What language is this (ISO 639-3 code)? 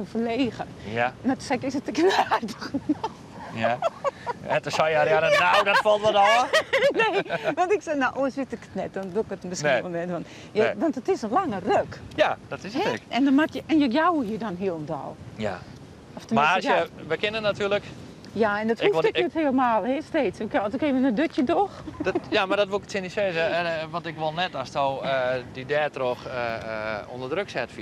fry